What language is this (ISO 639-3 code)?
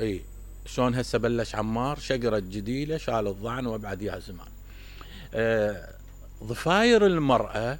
acm